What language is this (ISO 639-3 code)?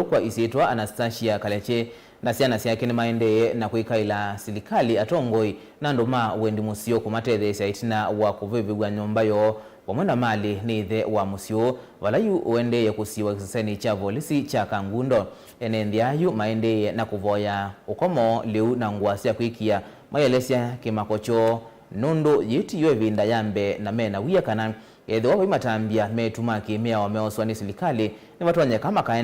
kam